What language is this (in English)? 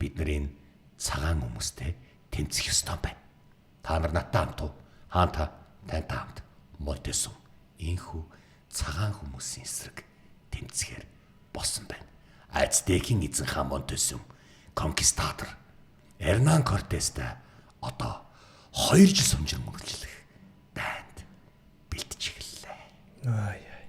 Mongolian